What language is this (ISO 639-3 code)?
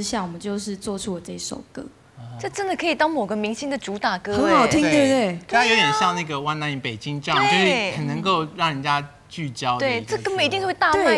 zho